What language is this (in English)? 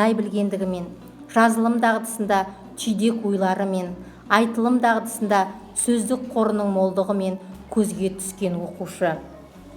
Kazakh